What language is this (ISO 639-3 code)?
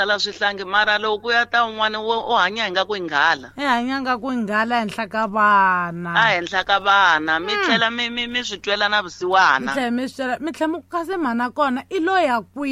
tso